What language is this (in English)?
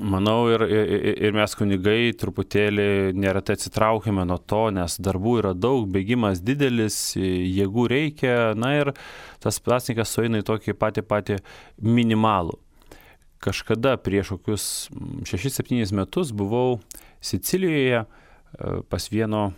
Lithuanian